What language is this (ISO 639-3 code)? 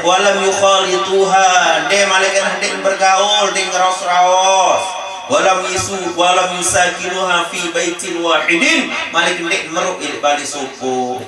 sas